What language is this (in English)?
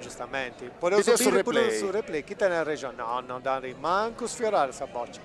Sardinian